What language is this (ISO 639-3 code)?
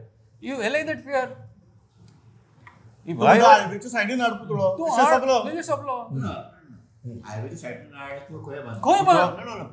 kok